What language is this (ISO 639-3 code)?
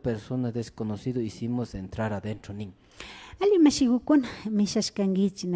qvi